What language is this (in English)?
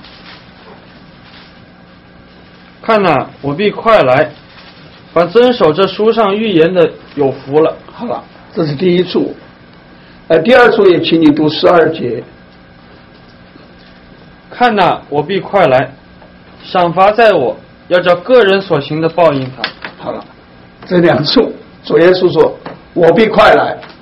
Chinese